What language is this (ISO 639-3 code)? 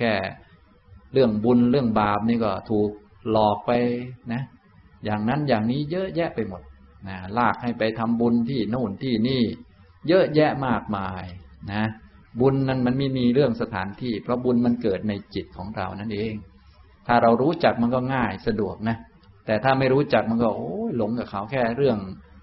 tha